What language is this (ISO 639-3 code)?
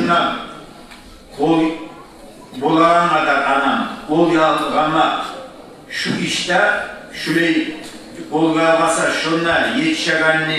kum